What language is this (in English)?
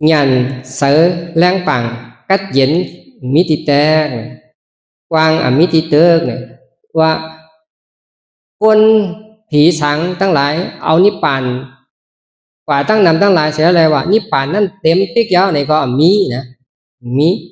Shan